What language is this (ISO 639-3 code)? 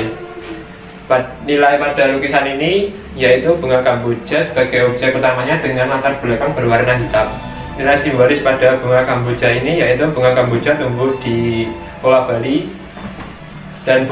ind